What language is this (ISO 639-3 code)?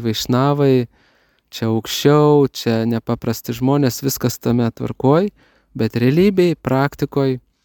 lit